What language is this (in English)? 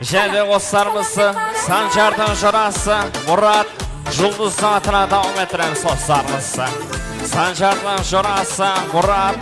Kara-Kalpak